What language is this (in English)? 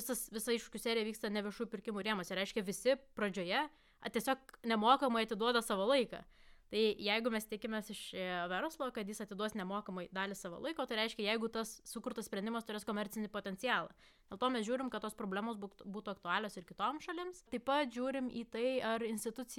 Lithuanian